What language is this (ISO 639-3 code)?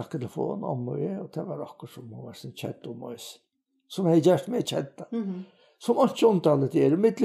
fao